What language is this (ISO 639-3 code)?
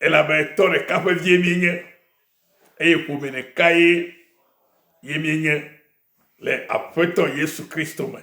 ewe